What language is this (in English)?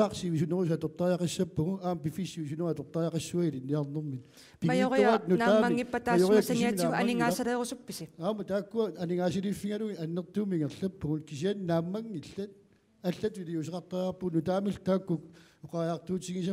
Kalaallisut